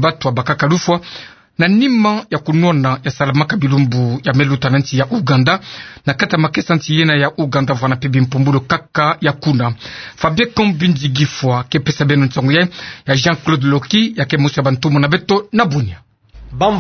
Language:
Kituba (Democratic Republic of Congo)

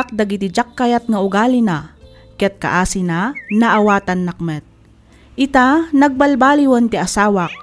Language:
Iloko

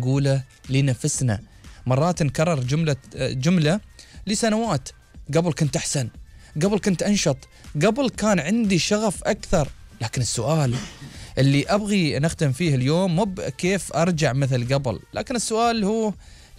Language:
Gulf Arabic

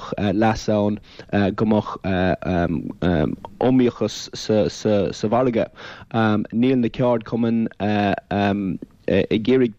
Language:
Irish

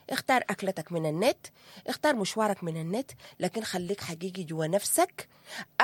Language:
Sudanese Arabic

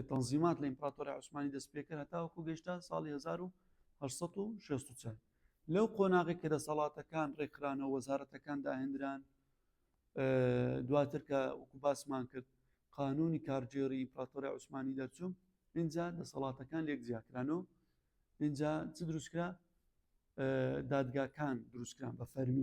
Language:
Central Kurdish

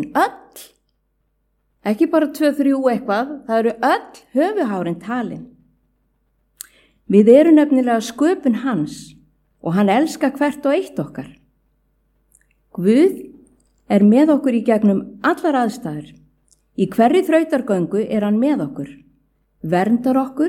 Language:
Icelandic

